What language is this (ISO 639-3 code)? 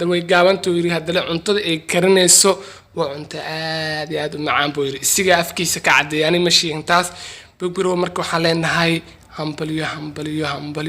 som